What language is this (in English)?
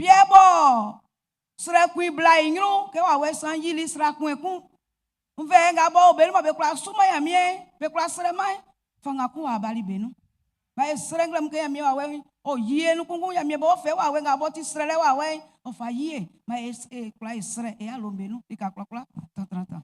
Baoulé